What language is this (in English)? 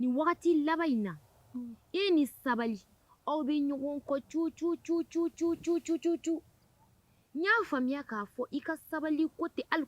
Bambara